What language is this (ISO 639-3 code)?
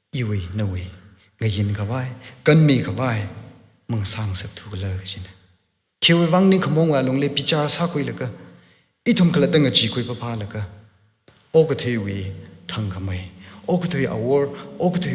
nmf